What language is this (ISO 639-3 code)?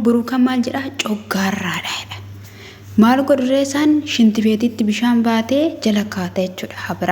orm